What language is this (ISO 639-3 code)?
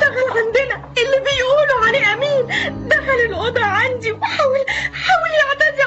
arz